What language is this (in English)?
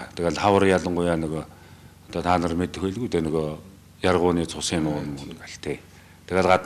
Mongolian